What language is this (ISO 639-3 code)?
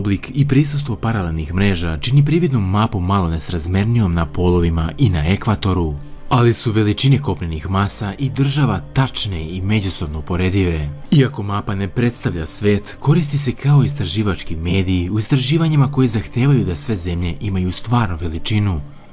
srp